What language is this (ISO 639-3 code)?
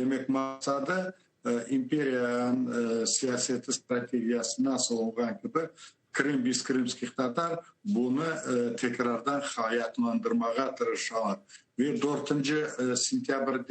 crh